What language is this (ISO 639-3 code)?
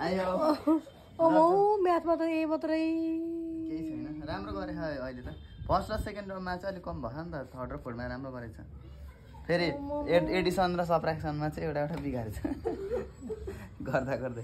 nep